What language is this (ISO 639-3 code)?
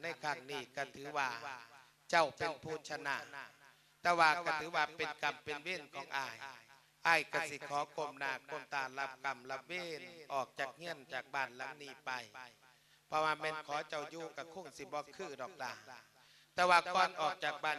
lao